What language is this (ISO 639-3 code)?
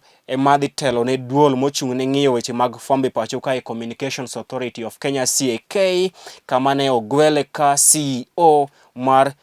luo